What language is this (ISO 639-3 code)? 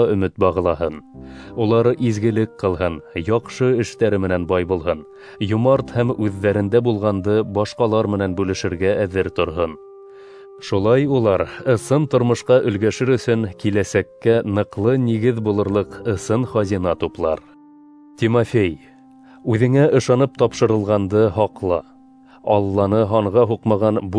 bak